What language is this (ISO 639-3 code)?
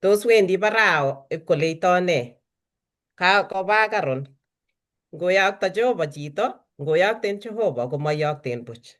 kln